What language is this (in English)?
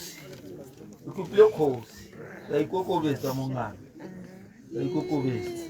Tswana